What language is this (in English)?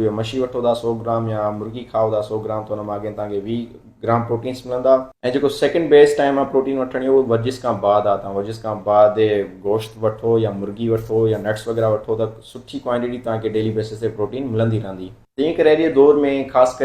Sindhi